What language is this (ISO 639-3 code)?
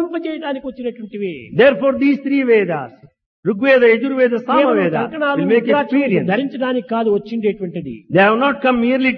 tel